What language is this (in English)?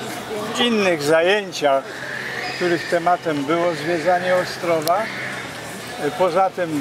Polish